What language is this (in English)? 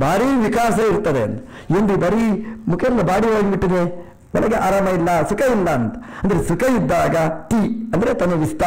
Kannada